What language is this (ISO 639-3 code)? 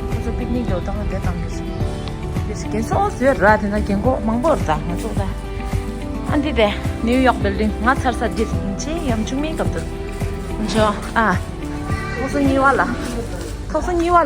bod